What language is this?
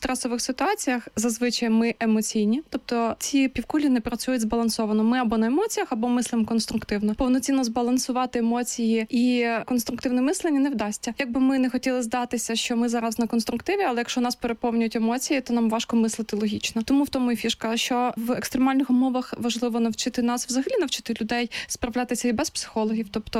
Ukrainian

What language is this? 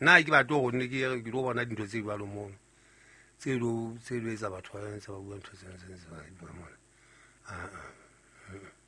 Southern Sotho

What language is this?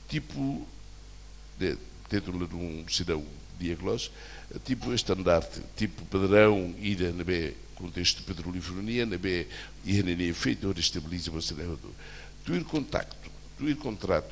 Tetum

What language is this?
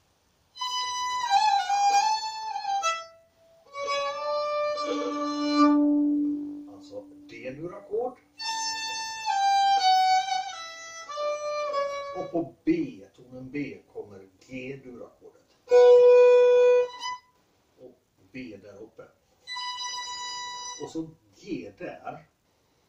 Swedish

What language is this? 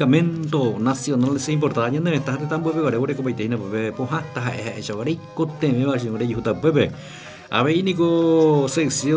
Guarani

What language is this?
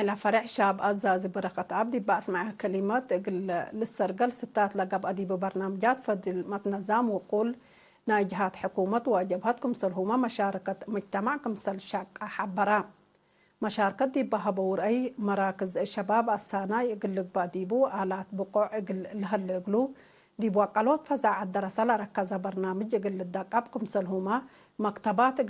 Tigre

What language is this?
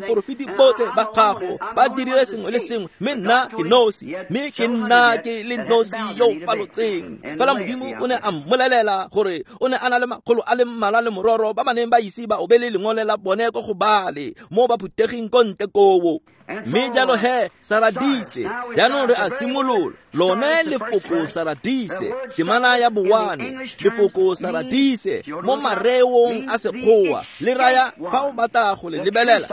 Tswana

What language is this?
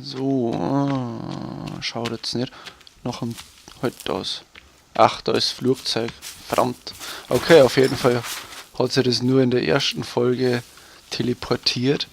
Bavarian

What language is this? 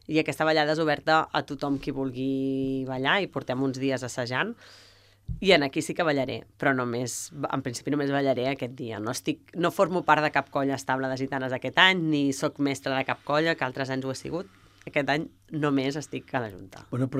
Catalan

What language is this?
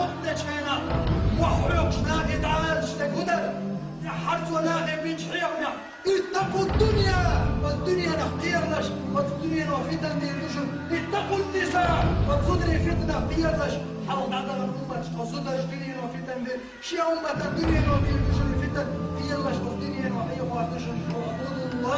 Chechen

